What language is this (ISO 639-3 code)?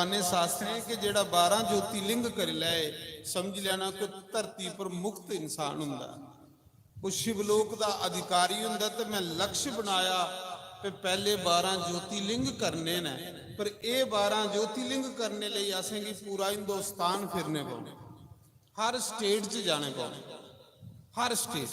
doi